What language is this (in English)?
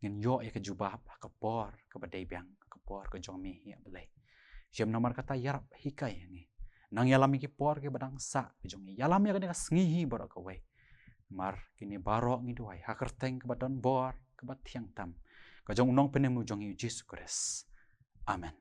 Khasi